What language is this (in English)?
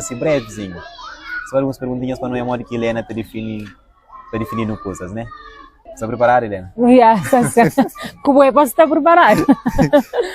Kabuverdianu